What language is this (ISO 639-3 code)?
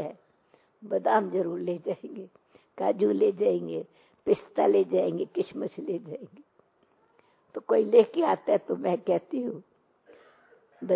hin